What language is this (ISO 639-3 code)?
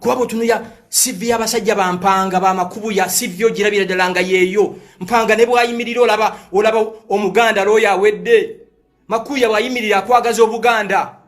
lug